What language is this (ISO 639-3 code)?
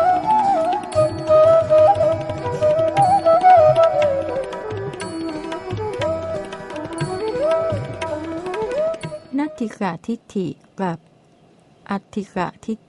tha